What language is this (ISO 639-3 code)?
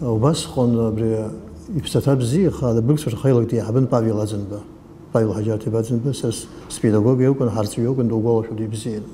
abk